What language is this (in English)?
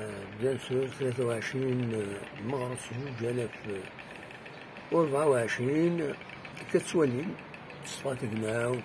Kabyle